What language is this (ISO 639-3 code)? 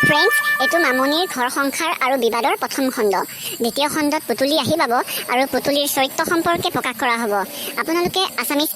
asm